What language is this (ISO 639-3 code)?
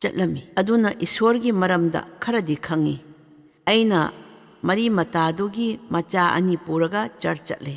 mni